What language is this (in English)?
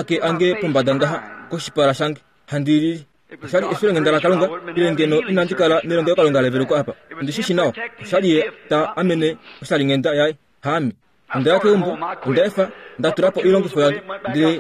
Kuanyama